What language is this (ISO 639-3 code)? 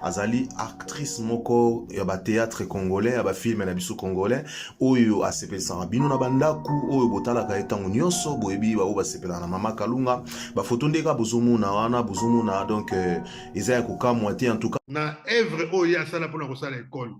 lin